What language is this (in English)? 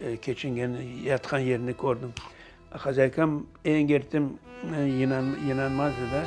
Crimean Tatar